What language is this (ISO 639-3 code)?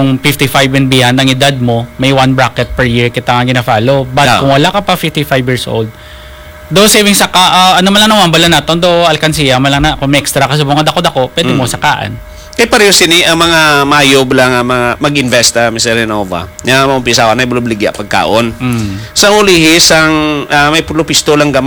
hil